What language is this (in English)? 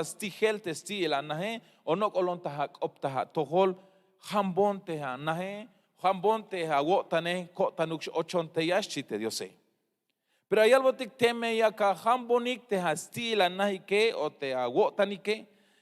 Tzeltal